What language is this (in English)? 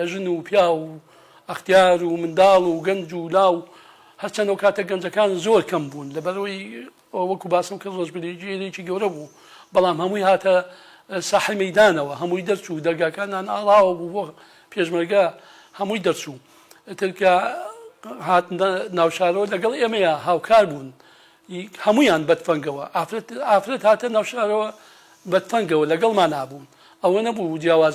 Central Kurdish